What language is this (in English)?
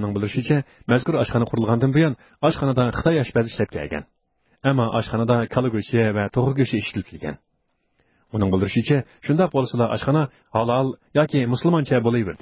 Uyghur